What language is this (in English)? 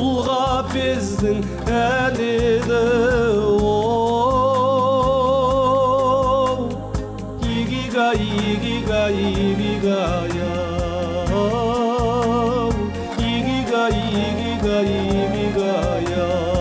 Kazakh